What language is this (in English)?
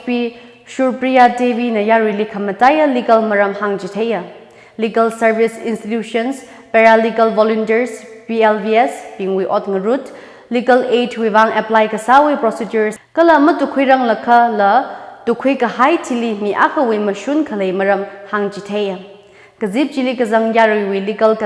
Tangkhul Naga (India)